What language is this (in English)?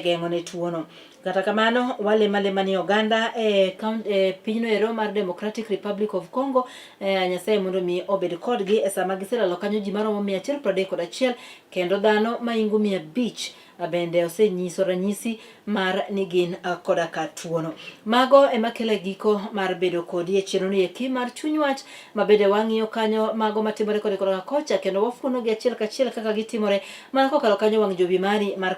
Luo (Kenya and Tanzania)